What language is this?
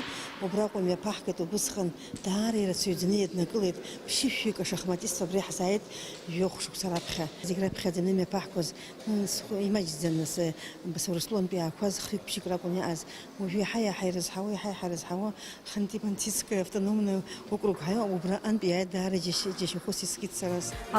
Abkhazian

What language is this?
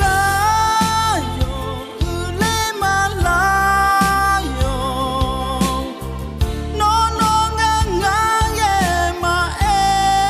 Akha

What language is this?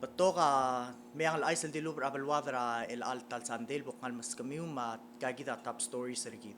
Palauan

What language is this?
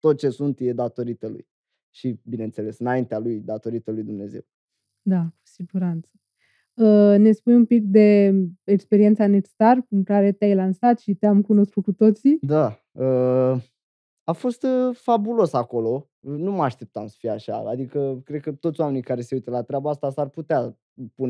Romanian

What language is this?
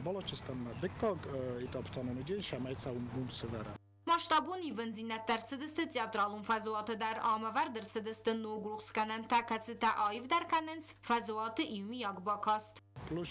Ossetic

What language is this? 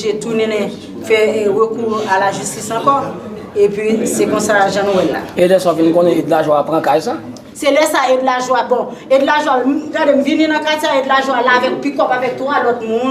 Haitian Creole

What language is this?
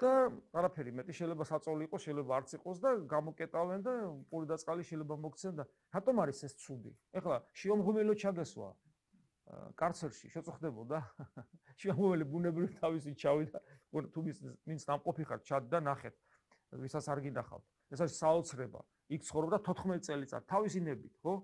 Georgian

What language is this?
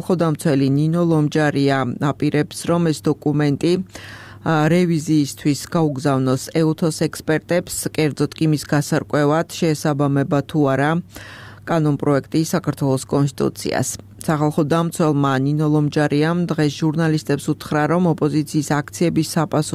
Georgian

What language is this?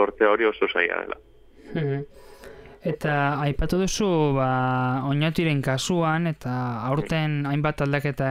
Basque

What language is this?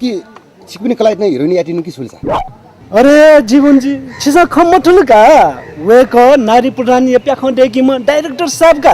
Newari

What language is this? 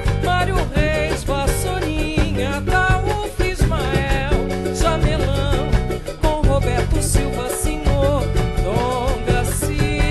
Portuguese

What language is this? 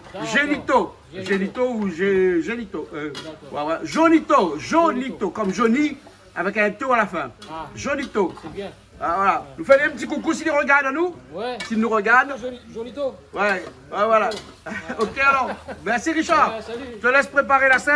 Réunion Creole French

